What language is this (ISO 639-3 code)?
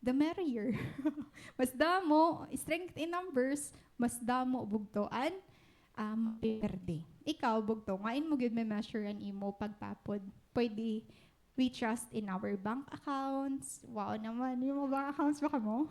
war